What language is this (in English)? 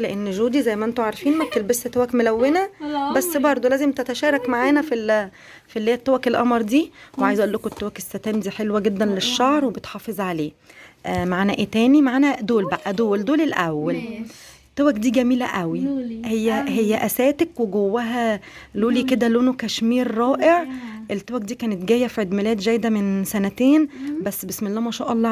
Egyptian Arabic